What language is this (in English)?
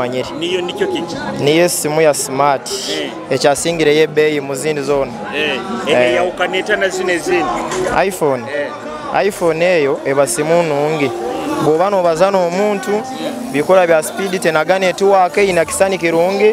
Nyoro